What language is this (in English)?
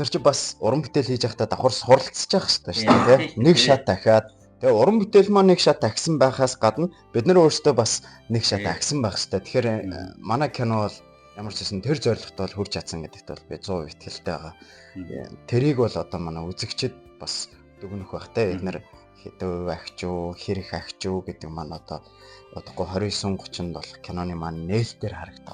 Mongolian